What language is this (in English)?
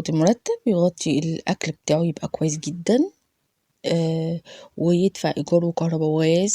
Egyptian Arabic